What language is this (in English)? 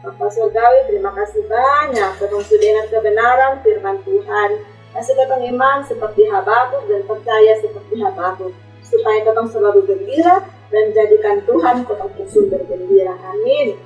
Kupang Malay